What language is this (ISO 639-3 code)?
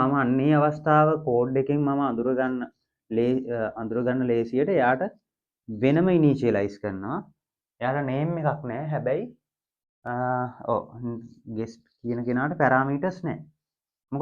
sin